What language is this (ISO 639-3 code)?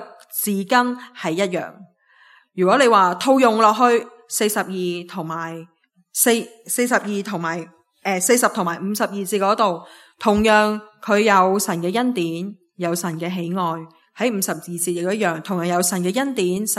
yue